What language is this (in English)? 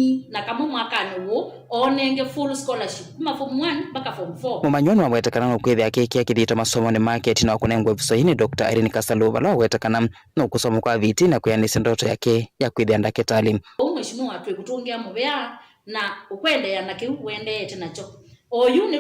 Kamba